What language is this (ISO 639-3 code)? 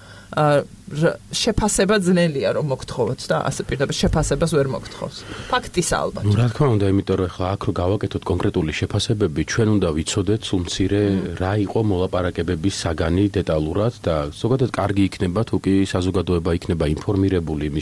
kat